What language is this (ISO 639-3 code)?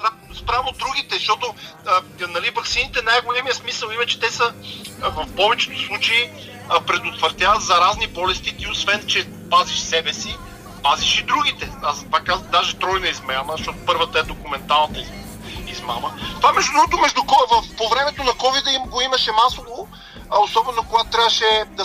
bul